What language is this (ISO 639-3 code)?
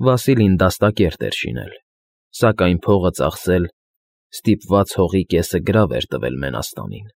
hye